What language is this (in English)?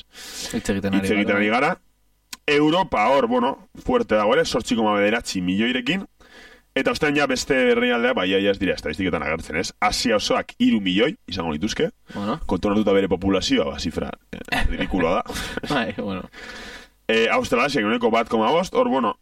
Basque